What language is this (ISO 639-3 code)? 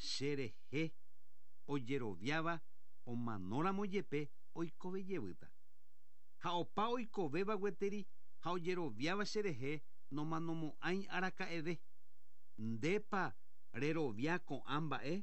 grn